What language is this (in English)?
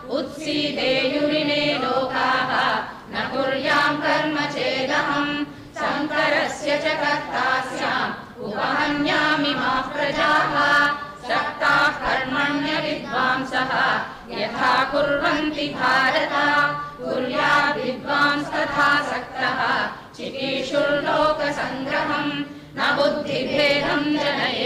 Sanskrit